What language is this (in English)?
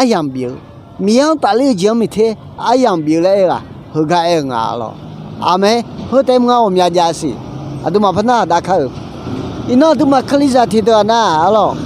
Akha